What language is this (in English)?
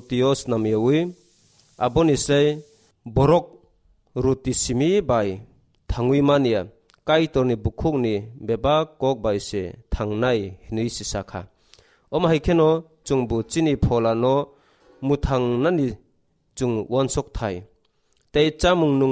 Kok Borok